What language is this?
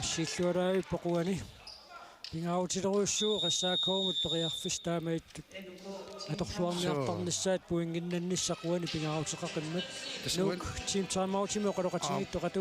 Kalaallisut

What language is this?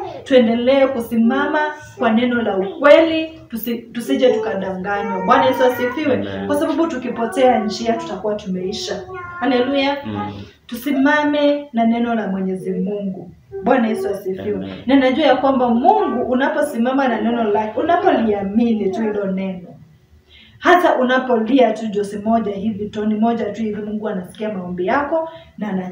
Swahili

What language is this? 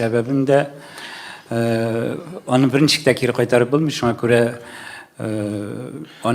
Tatar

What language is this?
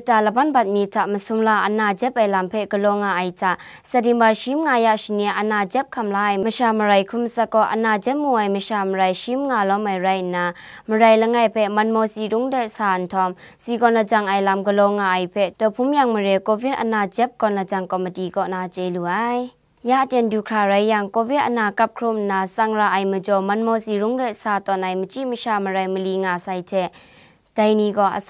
Kachin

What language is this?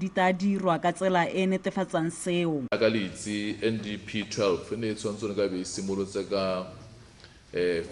Tswana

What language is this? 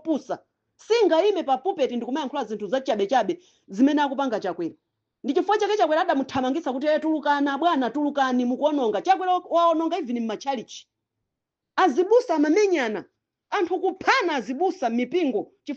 Nyanja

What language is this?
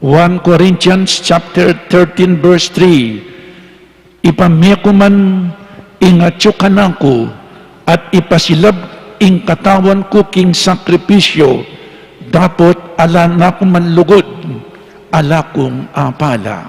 Pampanga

